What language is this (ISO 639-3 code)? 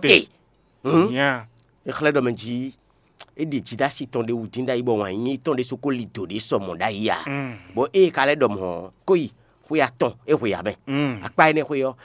fon